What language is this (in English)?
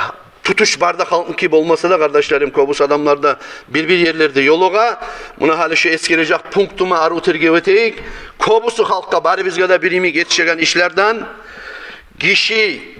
Kumyk